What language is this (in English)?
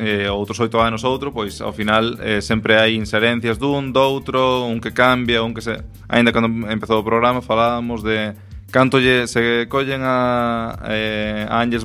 Galician